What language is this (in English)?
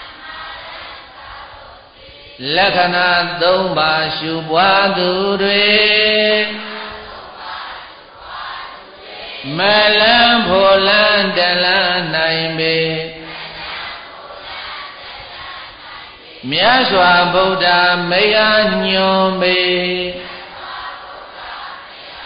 Burmese